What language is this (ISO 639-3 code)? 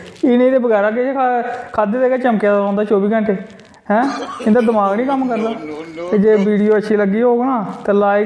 doi